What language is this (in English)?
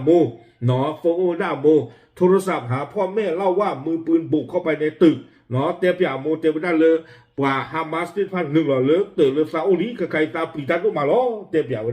S'gaw Karen